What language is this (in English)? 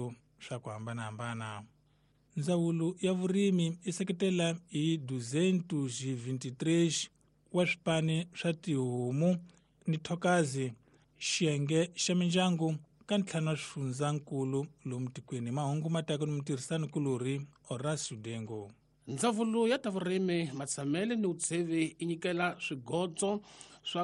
Tsonga